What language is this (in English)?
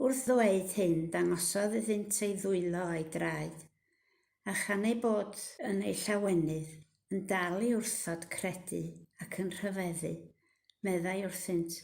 Welsh